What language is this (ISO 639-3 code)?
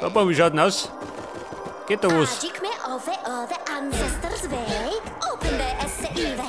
bar